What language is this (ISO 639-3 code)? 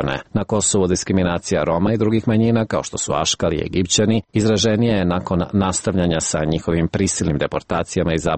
srp